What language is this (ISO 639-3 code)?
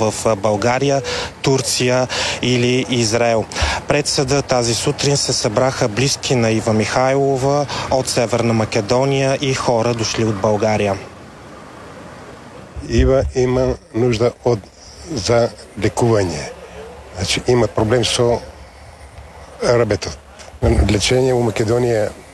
bul